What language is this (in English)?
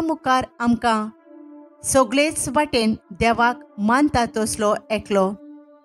Konkani